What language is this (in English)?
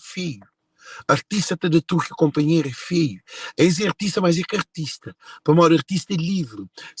Kabuverdianu